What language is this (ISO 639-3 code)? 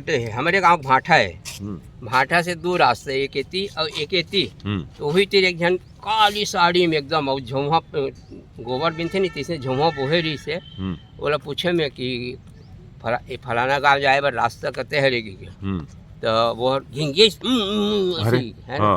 hne